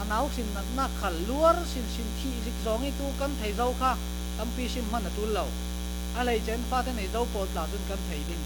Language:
Falam Chin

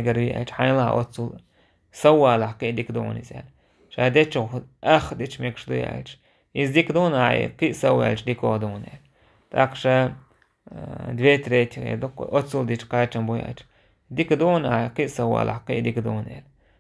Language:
Chechen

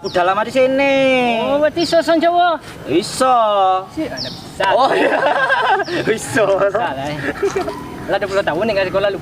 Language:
Minangkabau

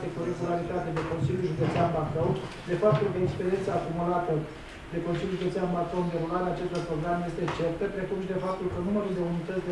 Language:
Romanian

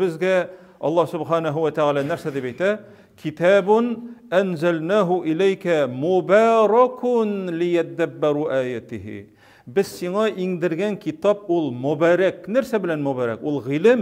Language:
Tatar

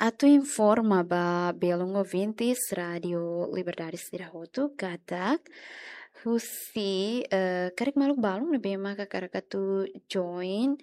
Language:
Tetum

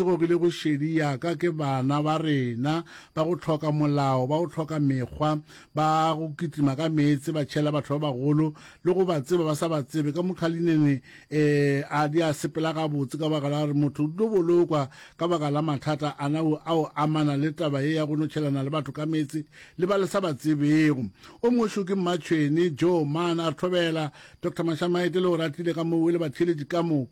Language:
Northern Sotho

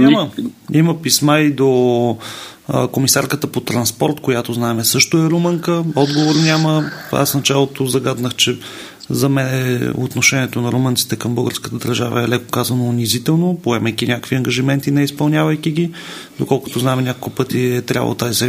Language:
Bulgarian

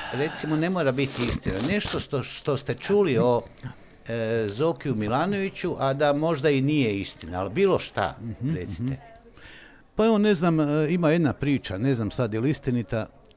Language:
Croatian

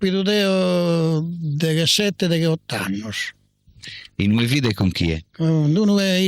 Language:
Sardinian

